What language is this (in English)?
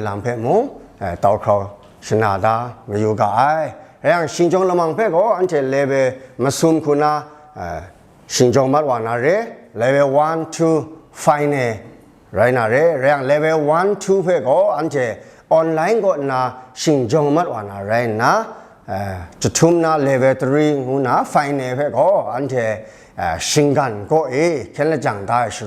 Kachin